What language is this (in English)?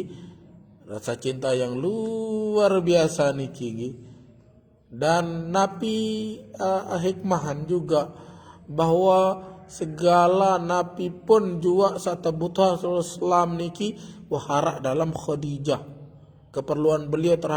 Sasak